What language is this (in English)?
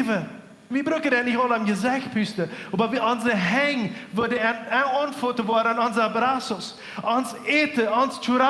Plautdietsch